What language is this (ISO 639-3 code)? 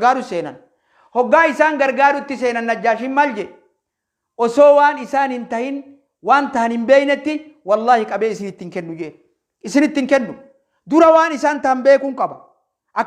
orm